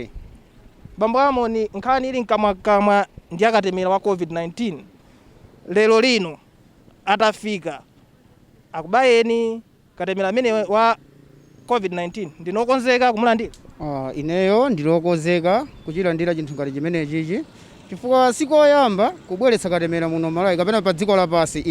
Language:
Nyanja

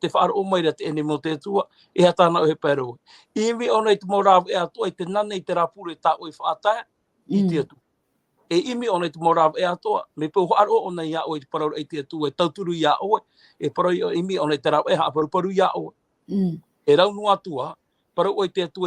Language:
Tahitian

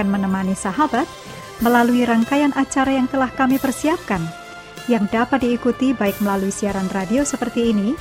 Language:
Indonesian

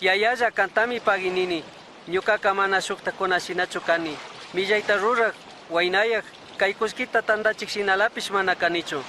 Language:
Chimborazo Highland Quichua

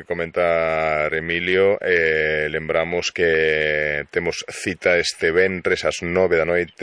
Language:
Galician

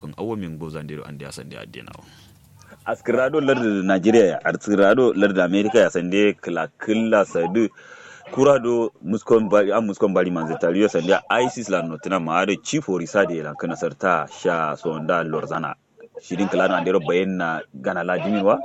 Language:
Kanuri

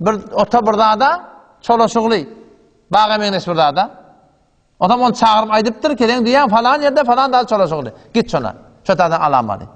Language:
Turkmen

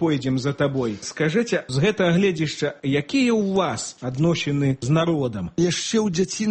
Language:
Belarusian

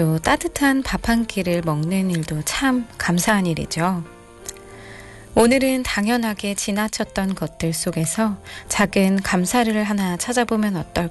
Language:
Korean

